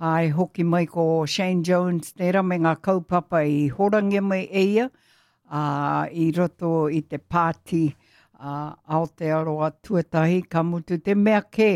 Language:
Māori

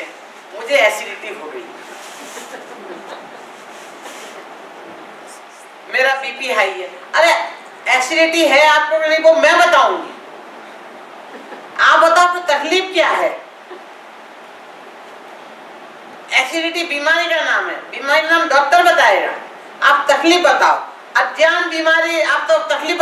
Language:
Hindi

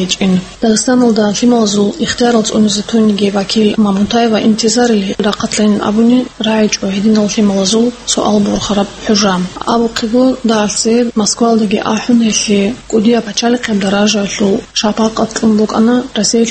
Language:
Avaric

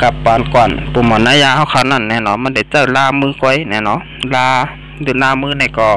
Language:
Shan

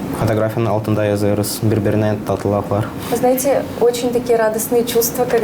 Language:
Gagauz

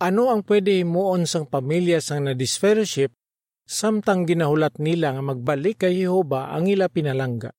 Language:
Hiligaynon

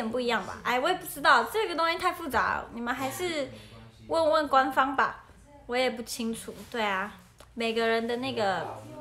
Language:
Chinese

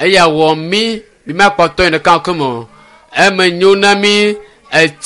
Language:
Ewe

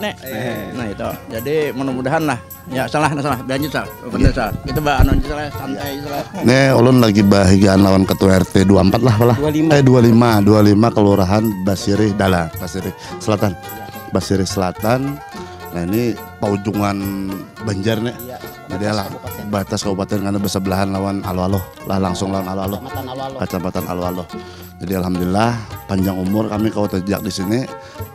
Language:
Banjar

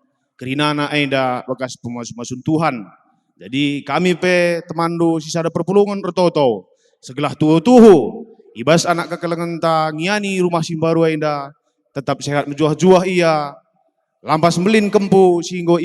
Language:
Batak Karo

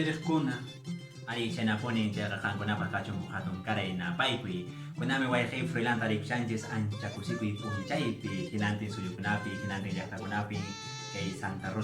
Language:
Quechua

